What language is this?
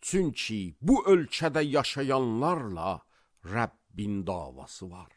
Azerbaijani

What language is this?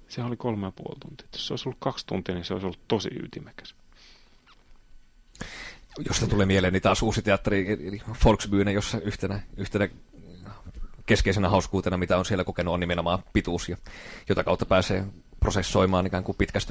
Finnish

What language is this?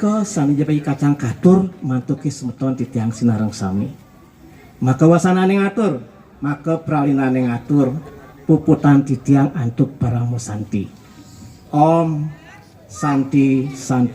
Balinese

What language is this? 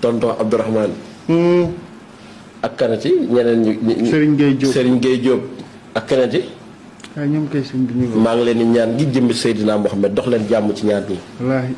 Wolof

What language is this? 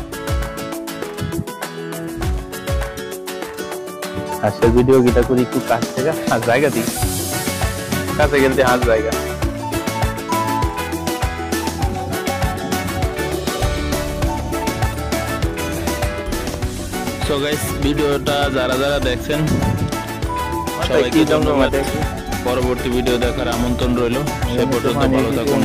Bangla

